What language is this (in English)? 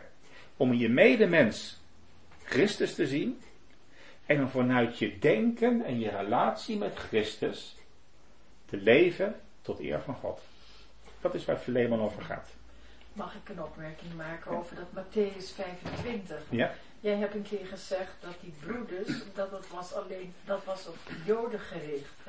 Dutch